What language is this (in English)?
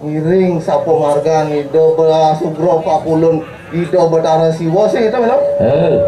Balinese